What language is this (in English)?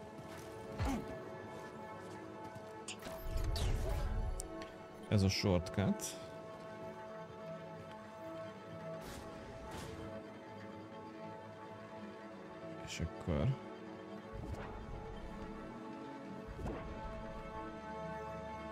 Hungarian